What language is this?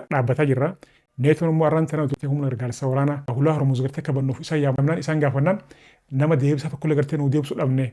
Oromo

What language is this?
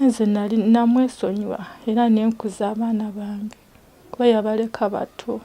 Ganda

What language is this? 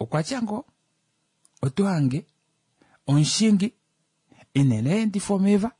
Kuanyama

